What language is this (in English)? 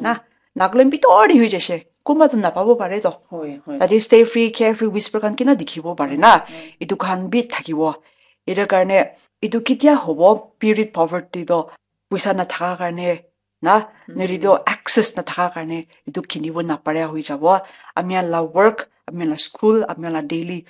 Naga Pidgin